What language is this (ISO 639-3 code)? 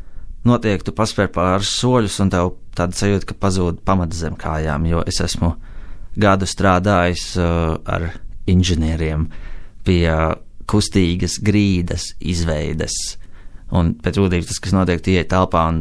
lav